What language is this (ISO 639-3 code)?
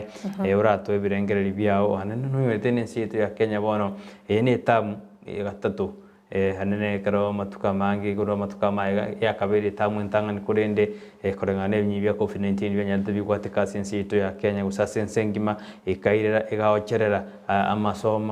guz